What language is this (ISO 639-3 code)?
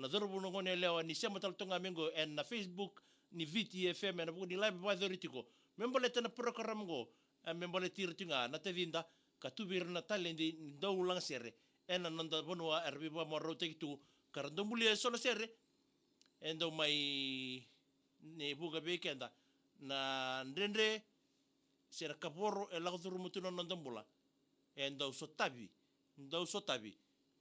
fij